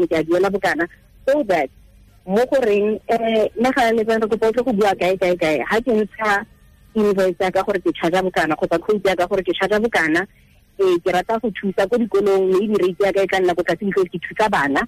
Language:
Tswana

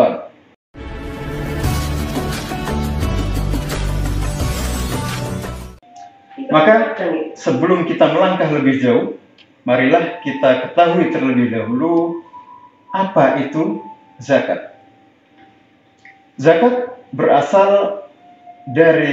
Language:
Indonesian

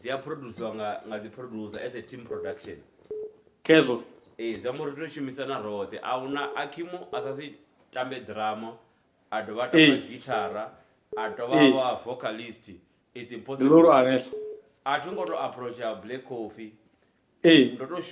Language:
Venda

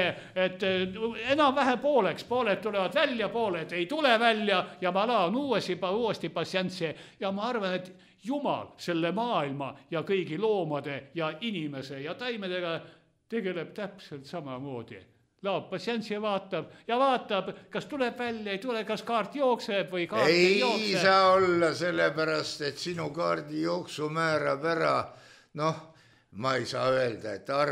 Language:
Estonian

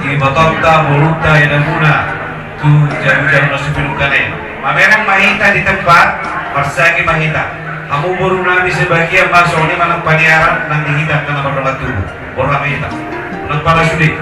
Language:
Batak Toba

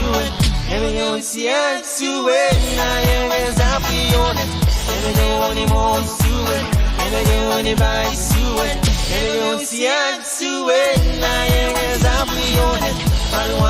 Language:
Pohnpeian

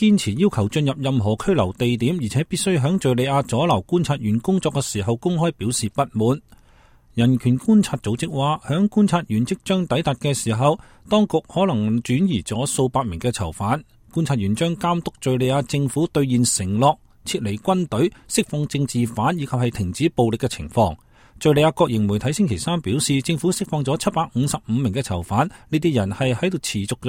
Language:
Cantonese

